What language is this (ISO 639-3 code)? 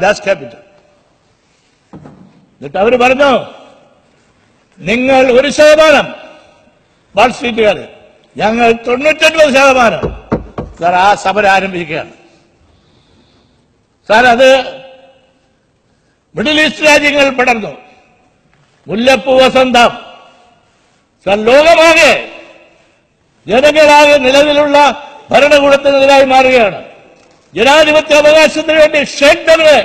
mal